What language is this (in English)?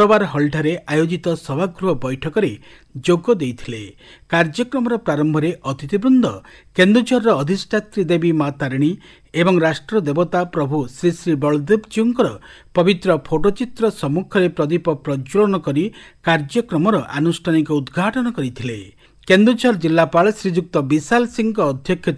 Odia